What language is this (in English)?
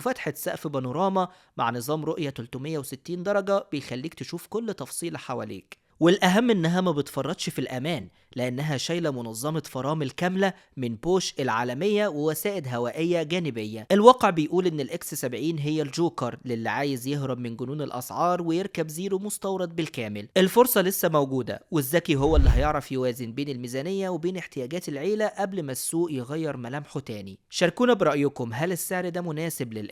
Egyptian Arabic